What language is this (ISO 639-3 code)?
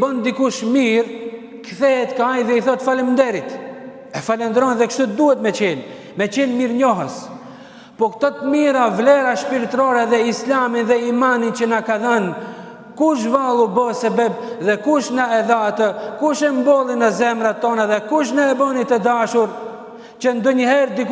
sqi